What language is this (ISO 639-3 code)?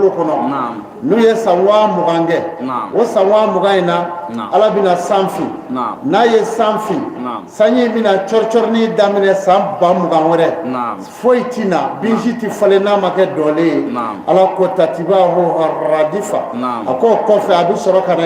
bam